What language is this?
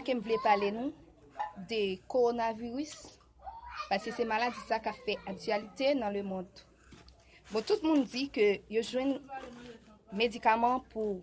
Haitian Creole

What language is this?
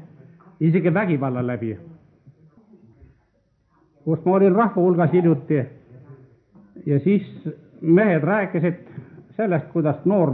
Estonian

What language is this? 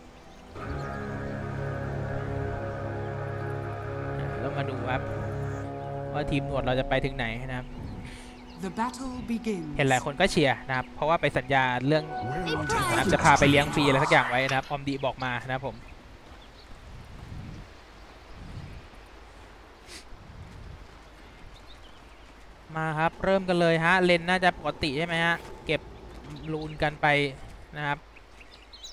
Thai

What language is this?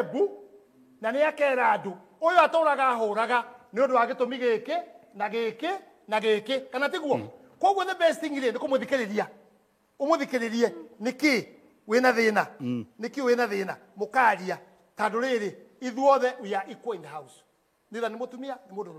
Kikuyu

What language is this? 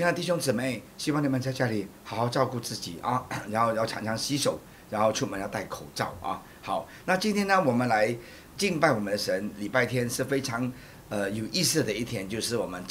Chinese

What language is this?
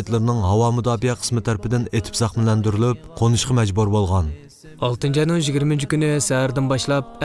Uyghur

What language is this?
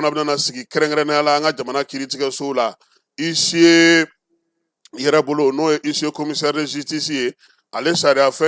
Bambara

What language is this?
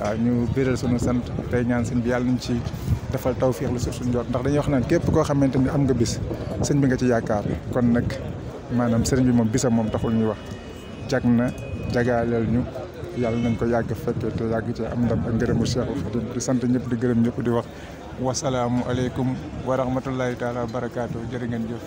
Wolof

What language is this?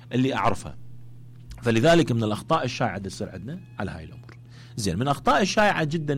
Mesopotamian Arabic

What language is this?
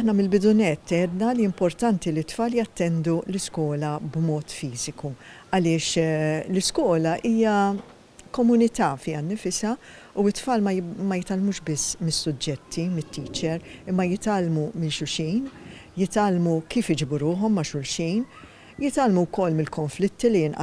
Maltese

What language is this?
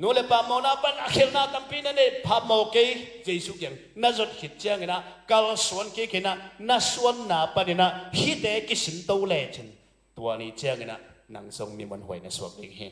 Tedim Chin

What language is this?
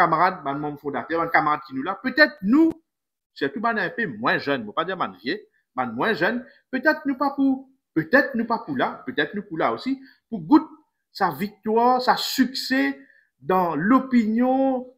Morisyen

